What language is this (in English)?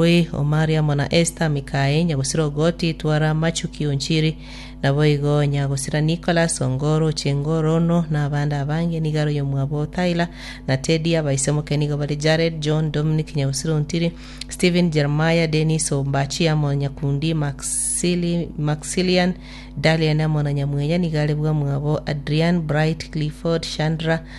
Gusii